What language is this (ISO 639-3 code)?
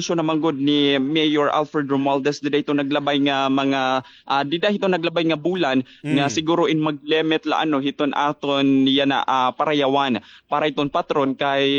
war